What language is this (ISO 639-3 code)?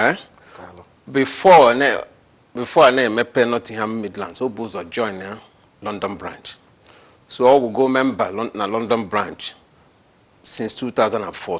ibo